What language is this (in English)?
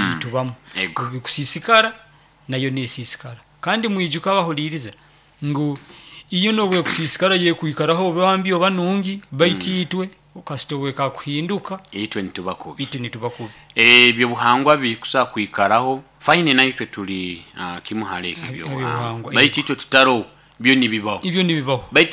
Nyoro